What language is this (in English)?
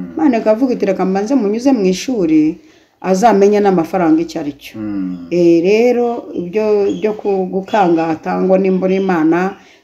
Kinyarwanda